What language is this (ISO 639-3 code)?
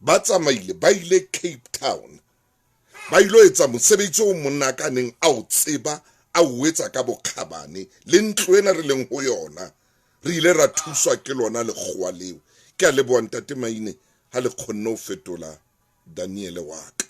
sot